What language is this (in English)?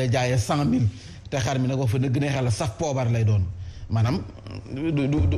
Wolof